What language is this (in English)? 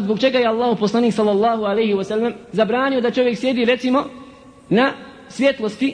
Bosnian